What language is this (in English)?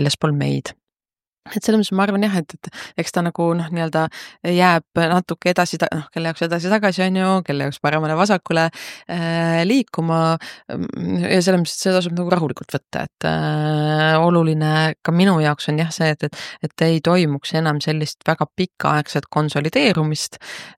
Estonian